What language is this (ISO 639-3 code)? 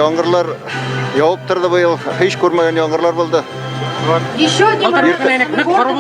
bak